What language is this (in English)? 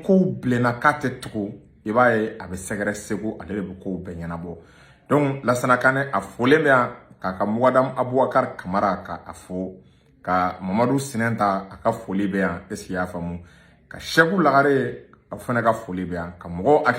Bambara